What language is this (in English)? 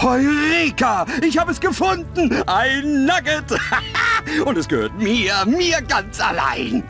Bavarian